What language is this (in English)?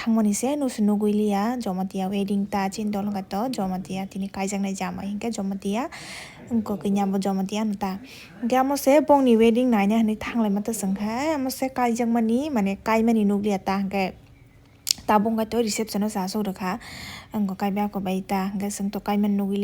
Kok Borok